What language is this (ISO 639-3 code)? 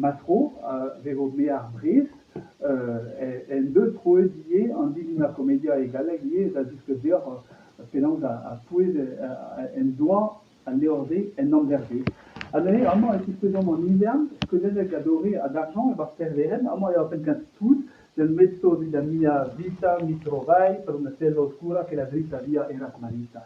bre